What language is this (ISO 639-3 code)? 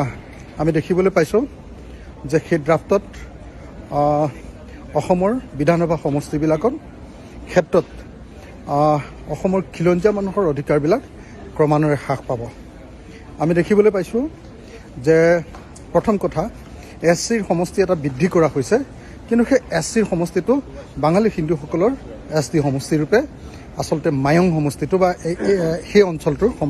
asm